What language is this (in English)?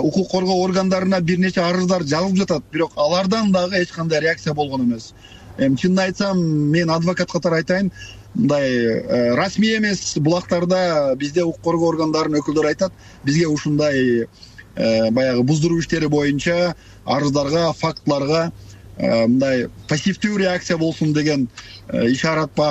Kyrgyz